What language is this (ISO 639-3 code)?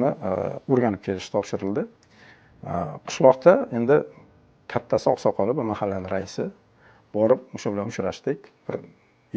uzb